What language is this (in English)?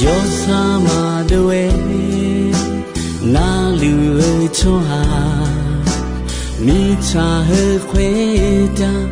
Akha